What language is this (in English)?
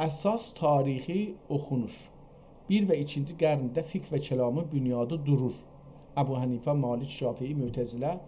South Azerbaijani